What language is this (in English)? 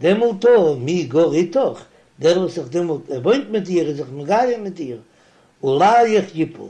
Yiddish